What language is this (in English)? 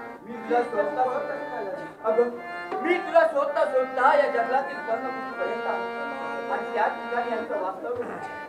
Marathi